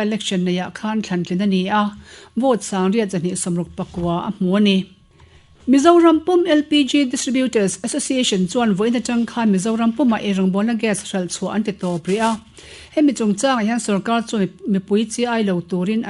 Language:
Mizo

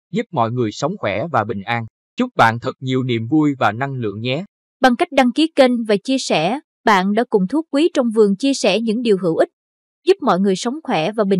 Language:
Vietnamese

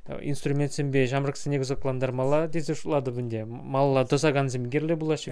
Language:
Chuvash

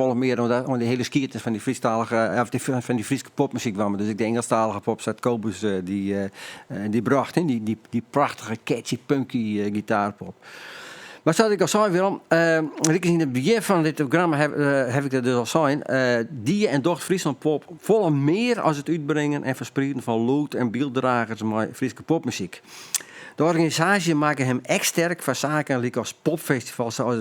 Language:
Western Frisian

